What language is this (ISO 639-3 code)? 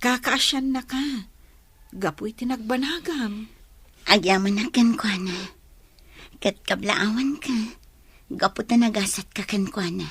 ilo